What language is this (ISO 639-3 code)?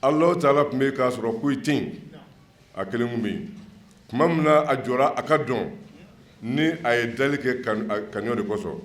bam